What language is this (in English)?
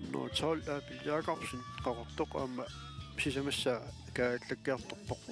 Kalaallisut